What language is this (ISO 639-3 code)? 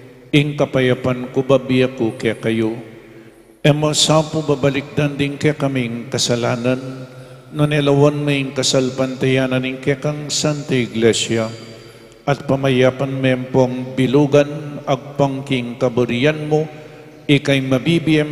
pam